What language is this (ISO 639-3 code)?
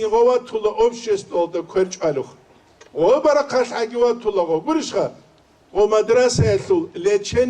ava